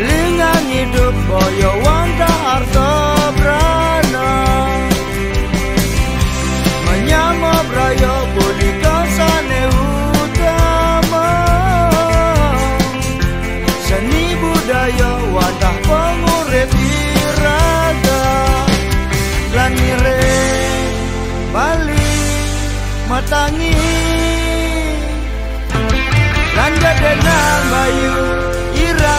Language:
Balinese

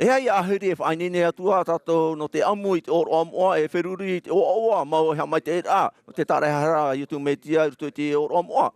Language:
Tahitian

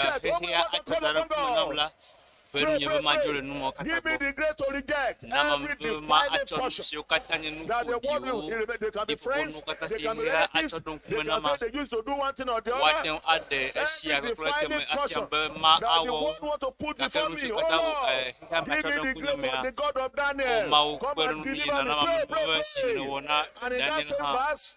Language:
Ewe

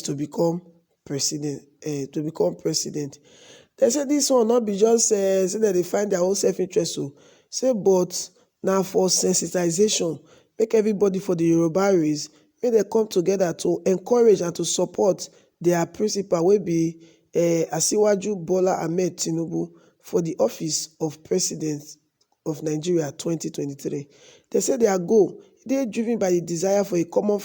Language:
Nigerian Pidgin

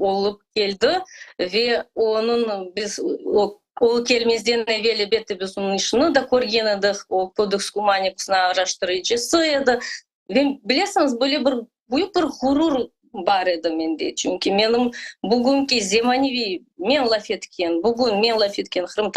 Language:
Crimean Tatar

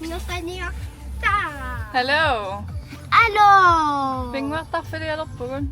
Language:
Kalaallisut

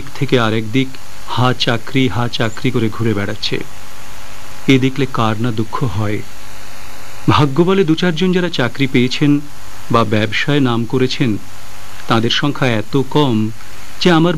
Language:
Bangla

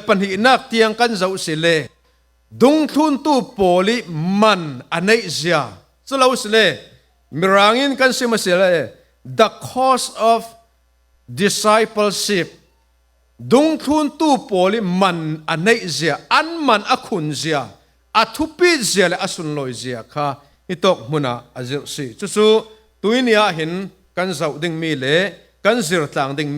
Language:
Falam Chin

